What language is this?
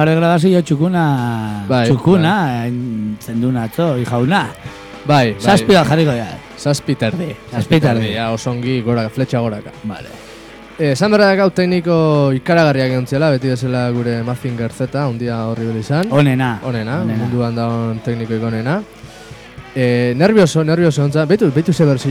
Basque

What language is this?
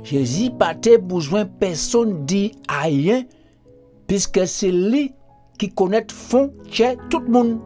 Guadeloupean Creole French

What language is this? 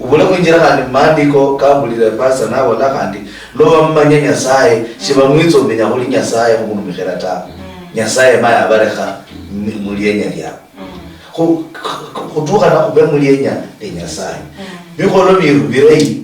Luyia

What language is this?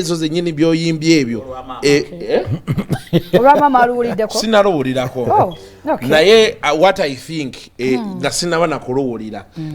Ganda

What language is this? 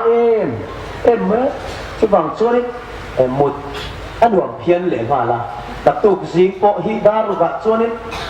Hmar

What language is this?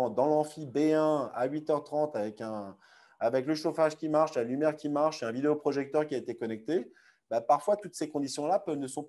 French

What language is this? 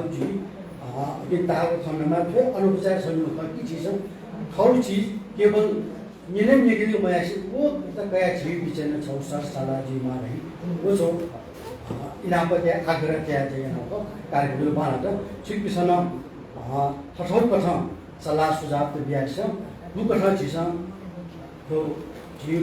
Newari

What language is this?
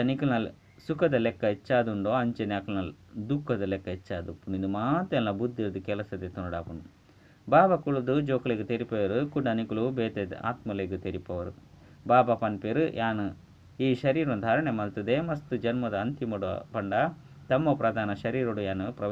Tulu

